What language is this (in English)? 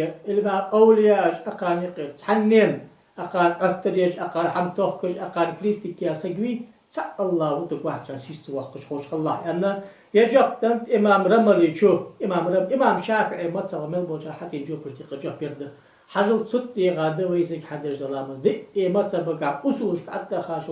Ingush